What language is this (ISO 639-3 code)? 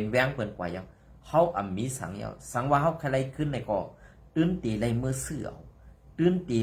shn